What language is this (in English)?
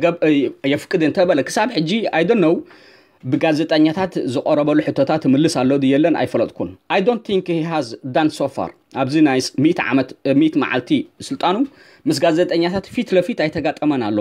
Tigrinya